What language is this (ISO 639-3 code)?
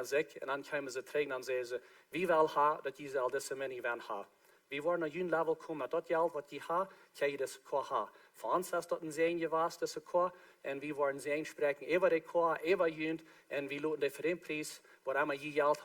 pdt